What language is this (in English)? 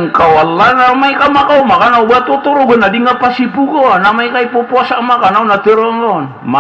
Maranao